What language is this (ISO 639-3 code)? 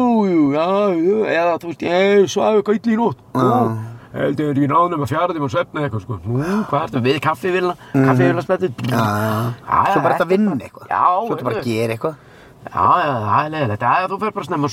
isl